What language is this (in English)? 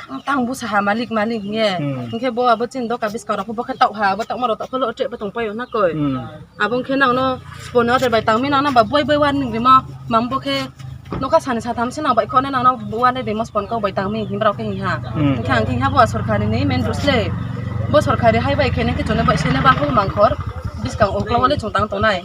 Riang (India)